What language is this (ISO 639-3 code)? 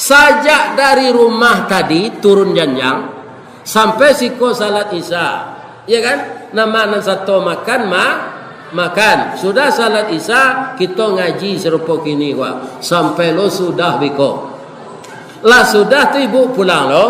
min